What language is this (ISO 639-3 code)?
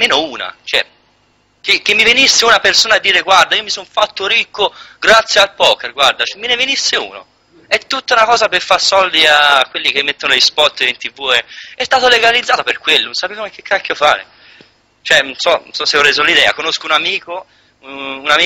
ita